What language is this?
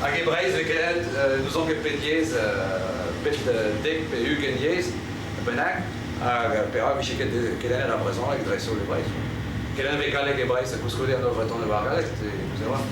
Breton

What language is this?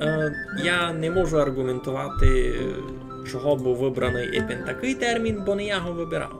Rusyn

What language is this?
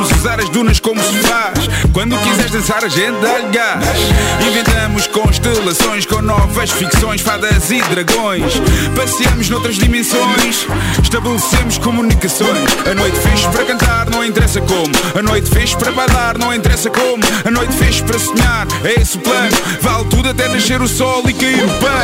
Portuguese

